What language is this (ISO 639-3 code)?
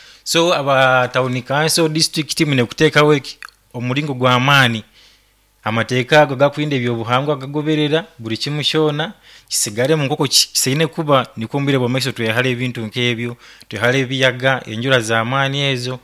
nyo